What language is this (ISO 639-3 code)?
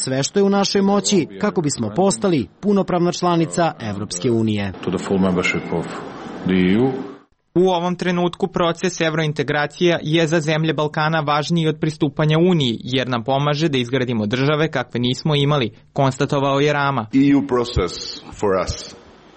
srp